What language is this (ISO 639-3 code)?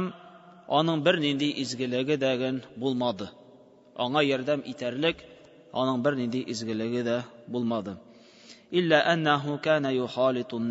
tat